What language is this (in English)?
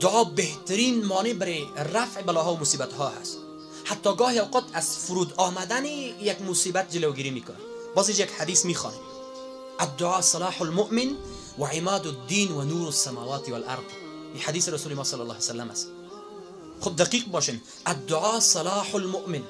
Persian